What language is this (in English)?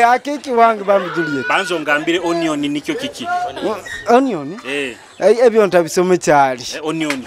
Nyoro